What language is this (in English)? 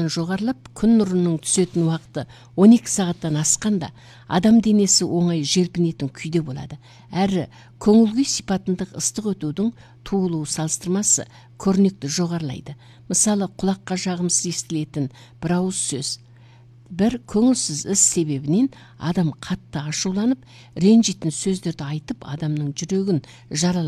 Kazakh